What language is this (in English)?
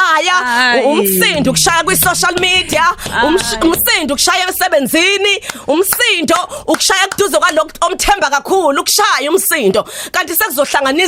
Zulu